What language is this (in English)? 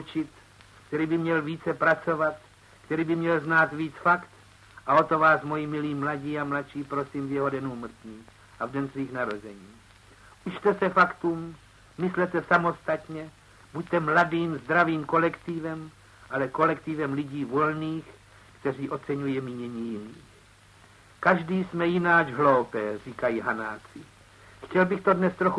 Czech